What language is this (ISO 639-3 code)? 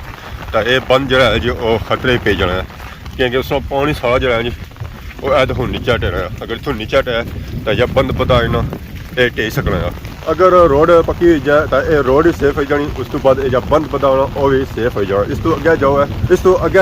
phr